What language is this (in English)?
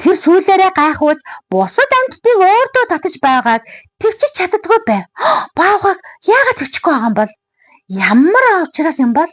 Mongolian